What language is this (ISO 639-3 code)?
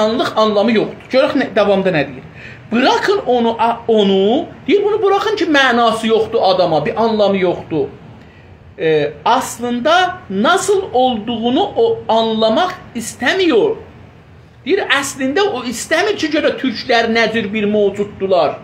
azb